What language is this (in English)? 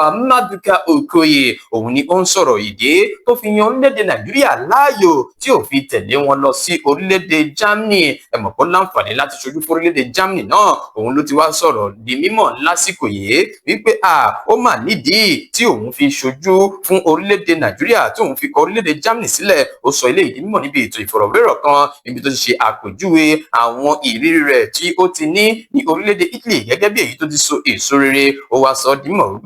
Yoruba